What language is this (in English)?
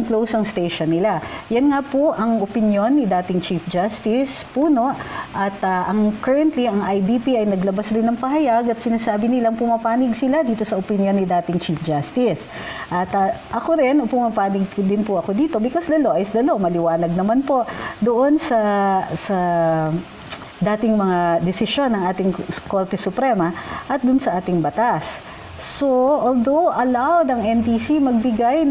Filipino